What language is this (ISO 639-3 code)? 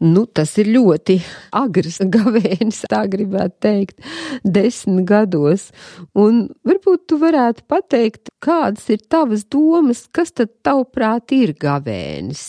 lav